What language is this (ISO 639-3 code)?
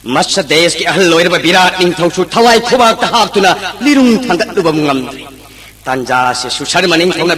mni